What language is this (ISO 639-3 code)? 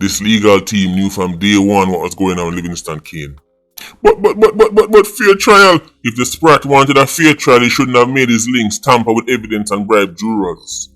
jam